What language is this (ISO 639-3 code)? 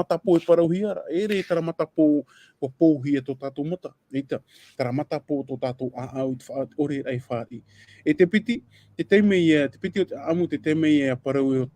tah